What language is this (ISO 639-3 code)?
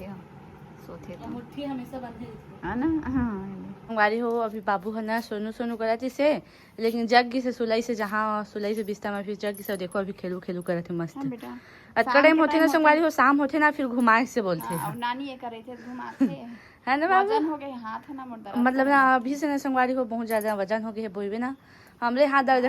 hne